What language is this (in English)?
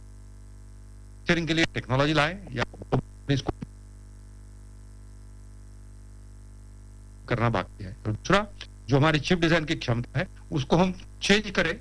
Hindi